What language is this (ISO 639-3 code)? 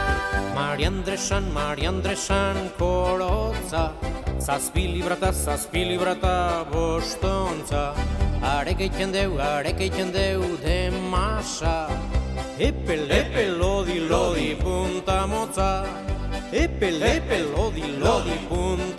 eus